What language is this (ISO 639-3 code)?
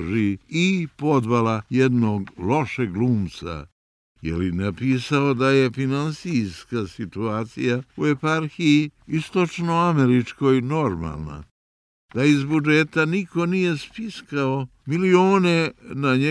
srp